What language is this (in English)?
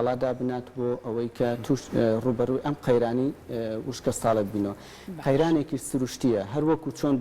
Central Kurdish